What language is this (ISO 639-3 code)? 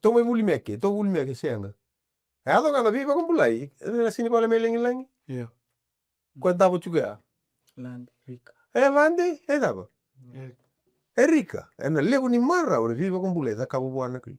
fij